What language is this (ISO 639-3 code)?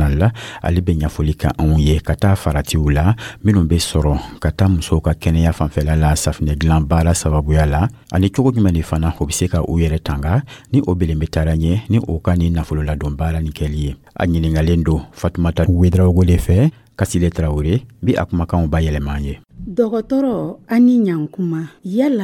dyu